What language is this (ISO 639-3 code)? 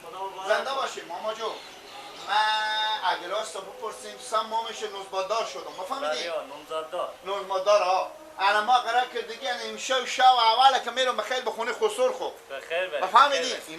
fas